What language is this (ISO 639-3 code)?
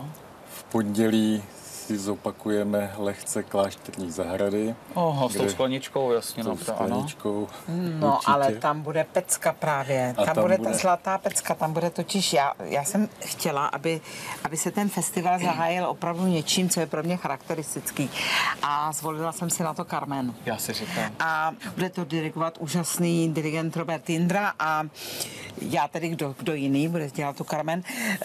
ces